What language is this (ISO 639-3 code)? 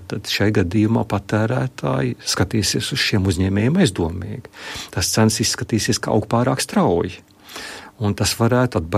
lav